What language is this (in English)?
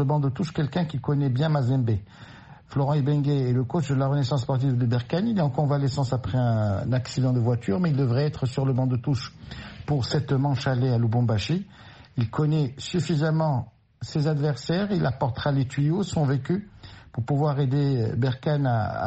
French